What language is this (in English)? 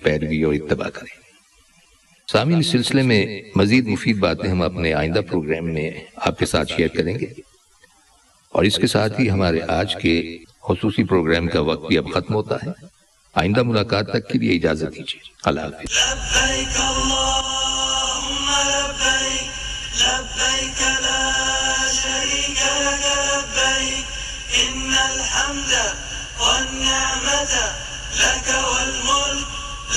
Urdu